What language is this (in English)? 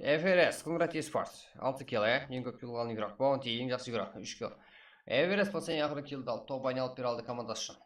Kara-Kalpak